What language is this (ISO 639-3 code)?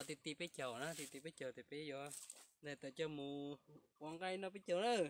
hmn